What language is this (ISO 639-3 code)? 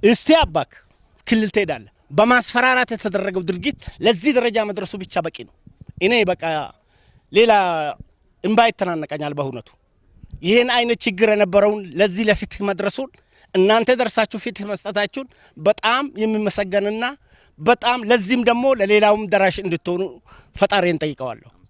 amh